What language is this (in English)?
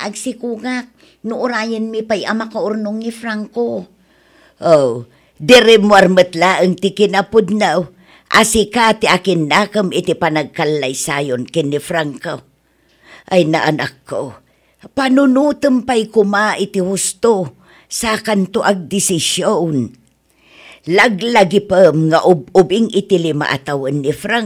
Iloko